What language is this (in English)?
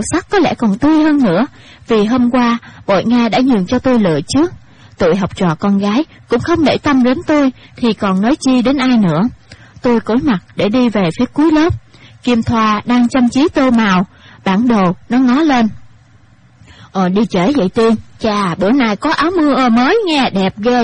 Vietnamese